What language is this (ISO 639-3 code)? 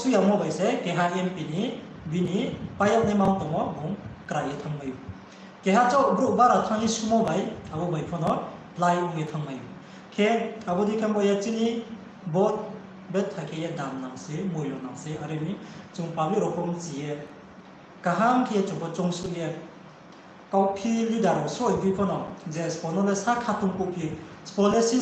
ria